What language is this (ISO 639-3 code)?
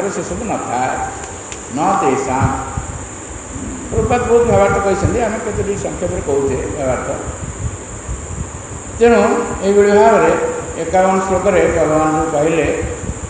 ori